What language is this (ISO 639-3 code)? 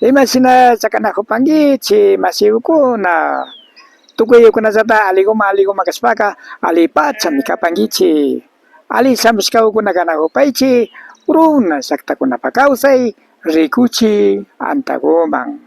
qvi